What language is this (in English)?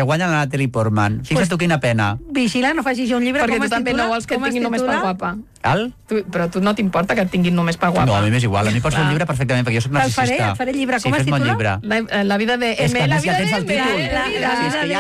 Catalan